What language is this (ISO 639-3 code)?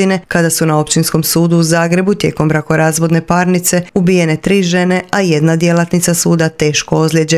hrv